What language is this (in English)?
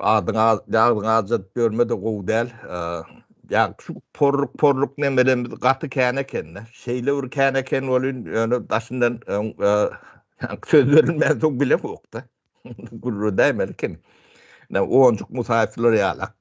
Turkmen